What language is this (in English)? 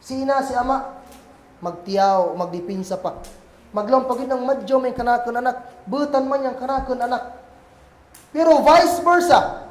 Kagan Kalagan